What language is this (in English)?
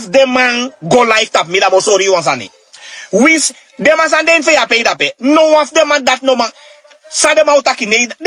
Sranan Tongo